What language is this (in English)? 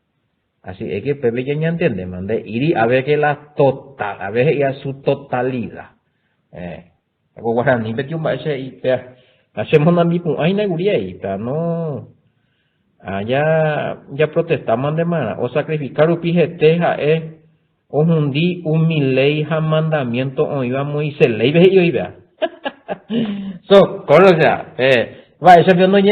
Guarani